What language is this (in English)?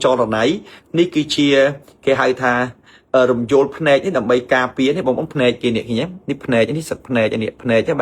Khmer